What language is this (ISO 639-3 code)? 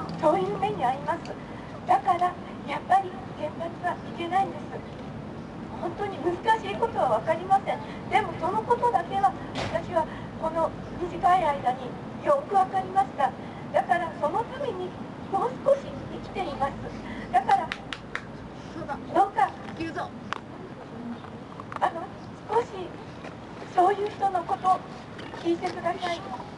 jpn